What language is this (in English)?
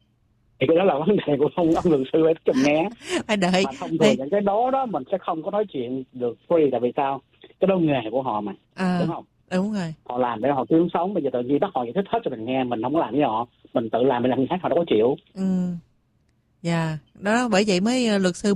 Vietnamese